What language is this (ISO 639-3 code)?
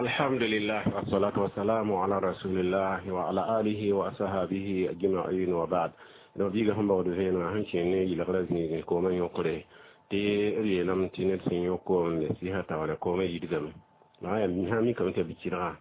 mos